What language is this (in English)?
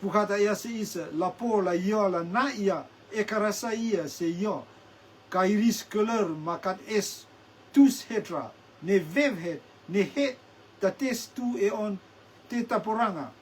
Rotuman